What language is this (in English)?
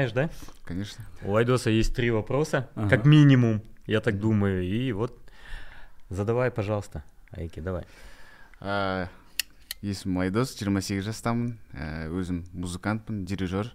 Kazakh